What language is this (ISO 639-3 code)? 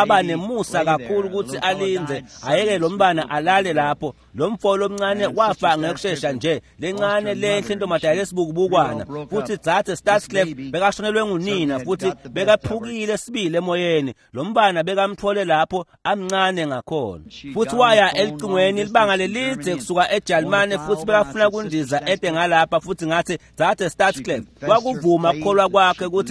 ssw